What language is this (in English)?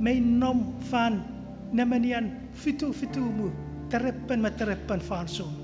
Chuukese